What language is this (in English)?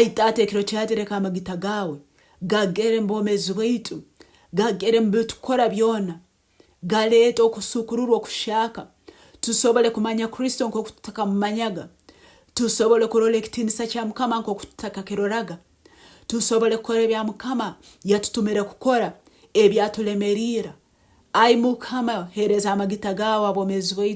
Nyoro